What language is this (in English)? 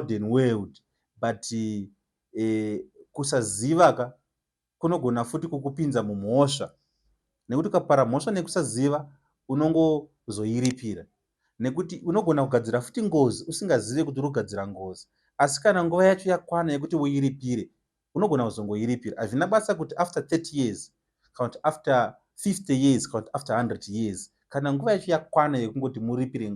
Shona